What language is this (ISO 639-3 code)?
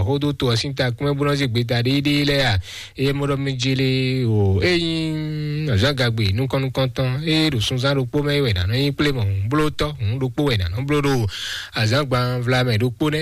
fon